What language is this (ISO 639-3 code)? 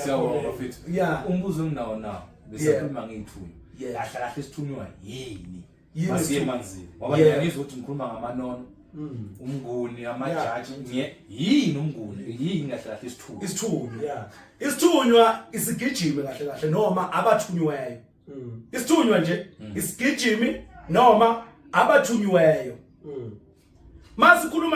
zul